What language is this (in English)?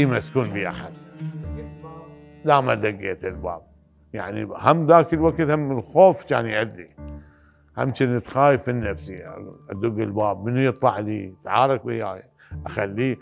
Mesopotamian Arabic